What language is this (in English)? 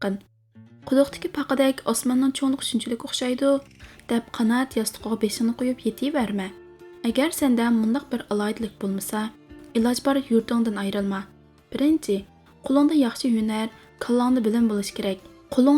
Uyghur